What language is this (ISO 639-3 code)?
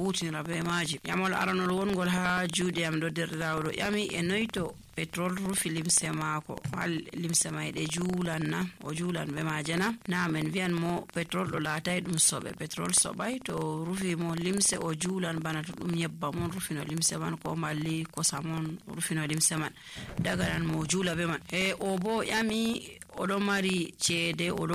ful